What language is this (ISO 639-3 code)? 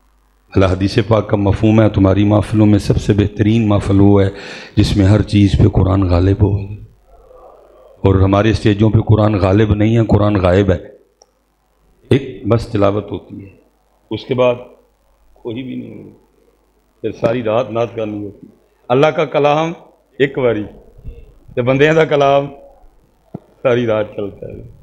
urd